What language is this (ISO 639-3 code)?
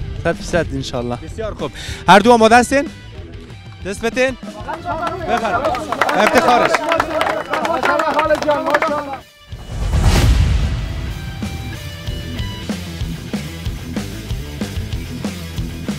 fas